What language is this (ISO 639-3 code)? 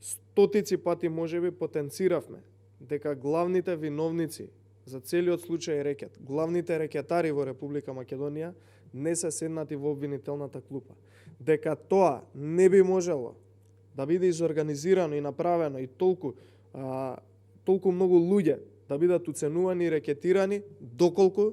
mkd